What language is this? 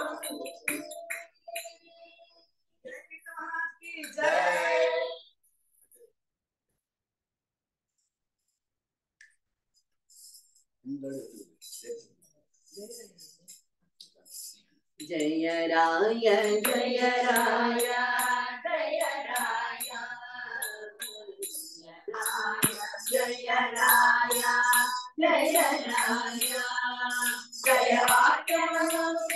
Kannada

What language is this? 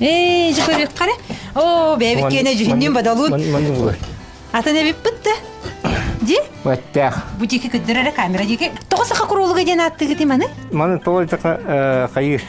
Yakut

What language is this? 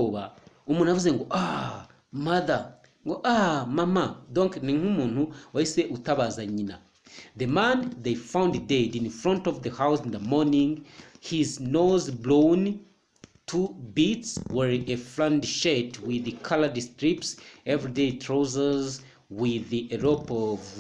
Kinyarwanda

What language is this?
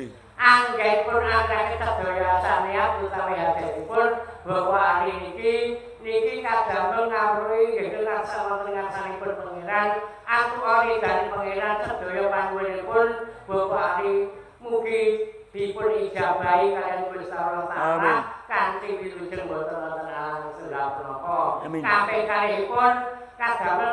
Javanese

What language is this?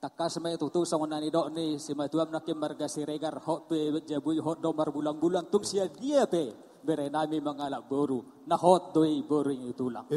Batak Toba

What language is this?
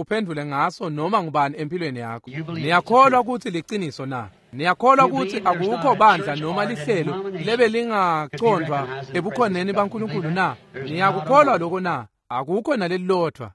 Swati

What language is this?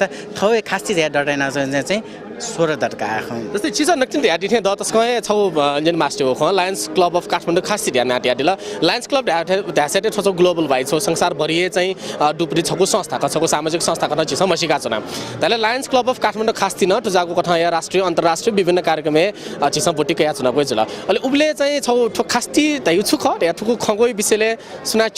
Newari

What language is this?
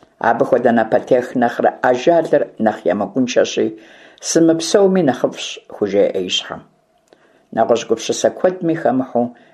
Kabardian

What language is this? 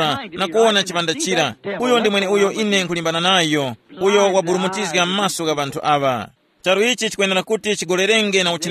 Tumbuka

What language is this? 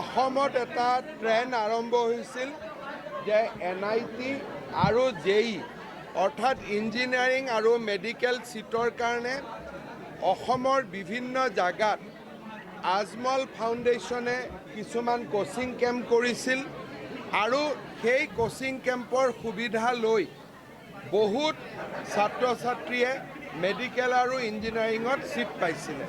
Assamese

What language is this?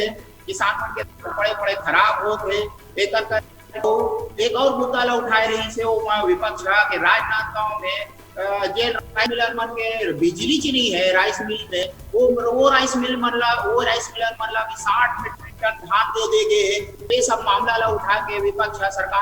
Chhattisgarhi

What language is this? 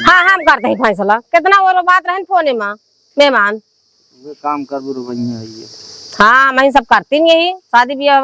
Awadhi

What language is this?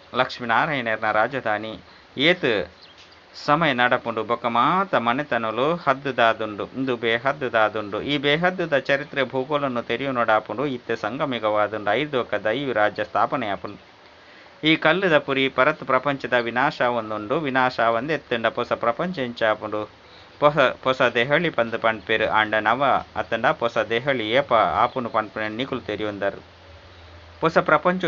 Tulu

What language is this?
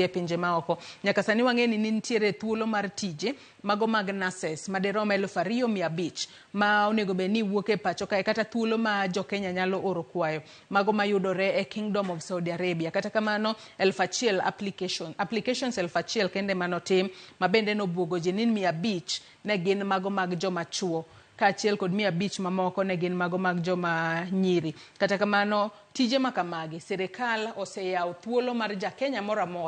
Luo (Kenya and Tanzania)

